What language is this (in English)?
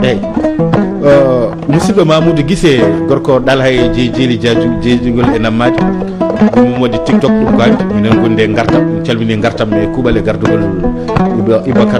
Fula